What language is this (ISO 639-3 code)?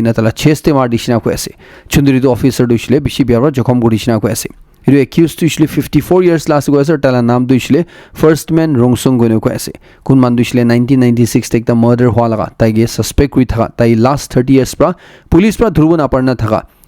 nag